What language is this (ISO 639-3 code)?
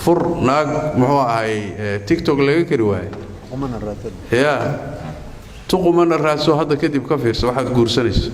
som